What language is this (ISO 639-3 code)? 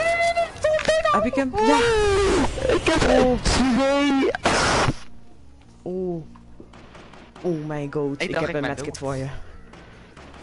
nld